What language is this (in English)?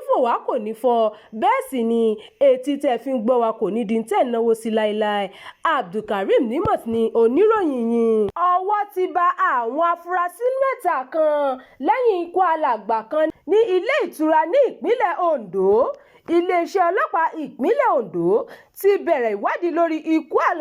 Yoruba